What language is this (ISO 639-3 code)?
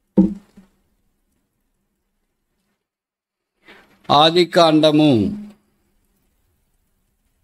tel